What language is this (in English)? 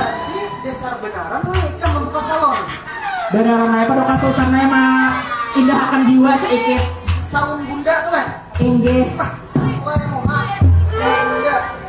Banjar